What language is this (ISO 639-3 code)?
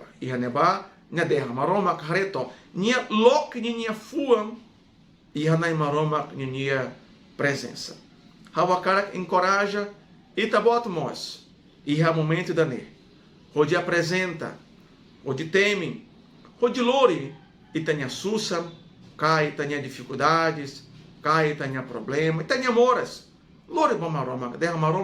tet